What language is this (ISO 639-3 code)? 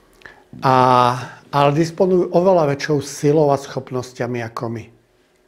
slk